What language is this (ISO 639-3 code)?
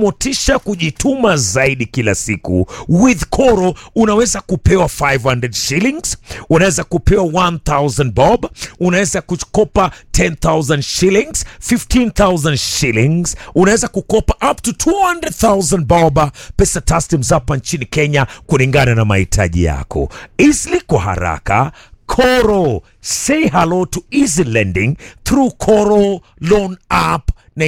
swa